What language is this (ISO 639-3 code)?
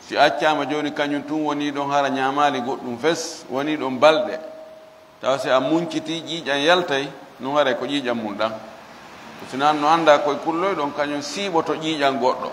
ful